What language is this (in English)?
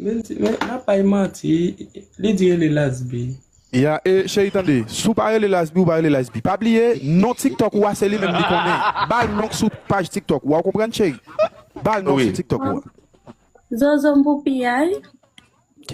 Haitian Creole